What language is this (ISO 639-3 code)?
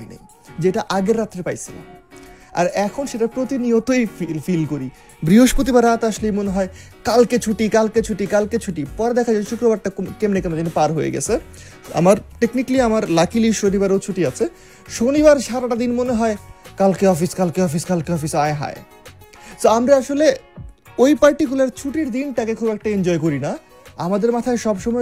ben